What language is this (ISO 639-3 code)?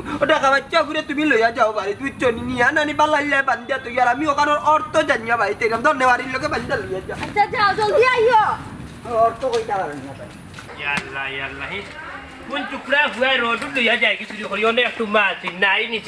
syl